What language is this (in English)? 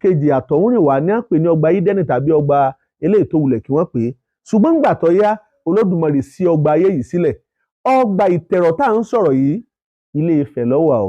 Yoruba